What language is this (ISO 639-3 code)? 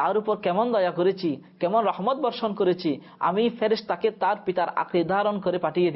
ben